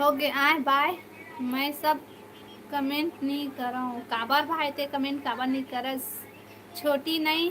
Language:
Chhattisgarhi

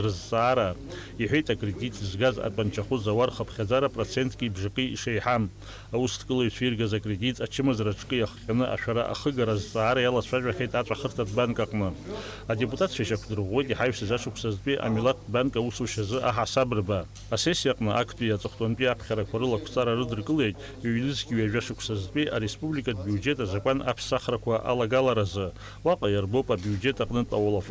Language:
Abkhazian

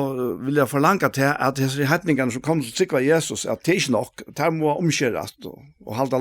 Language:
Faroese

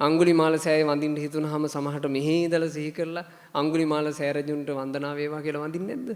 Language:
Sinhala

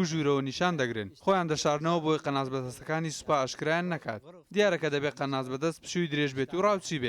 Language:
Kurdish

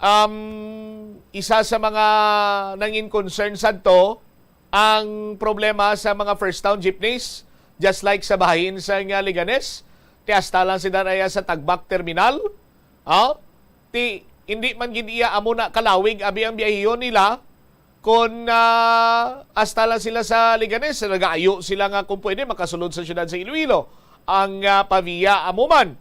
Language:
Hiligaynon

